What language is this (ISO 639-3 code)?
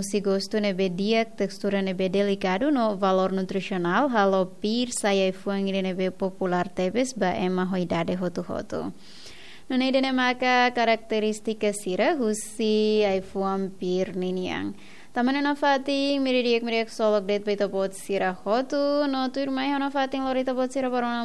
tet